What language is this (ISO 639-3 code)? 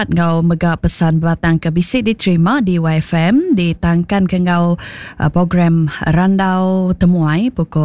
iba